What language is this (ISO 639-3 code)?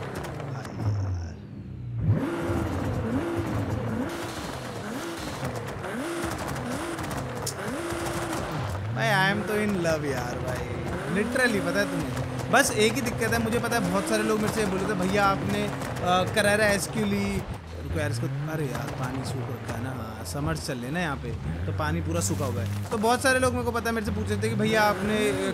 hin